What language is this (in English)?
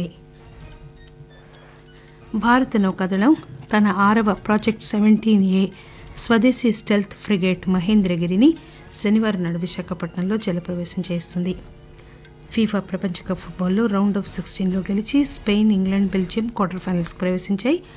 Telugu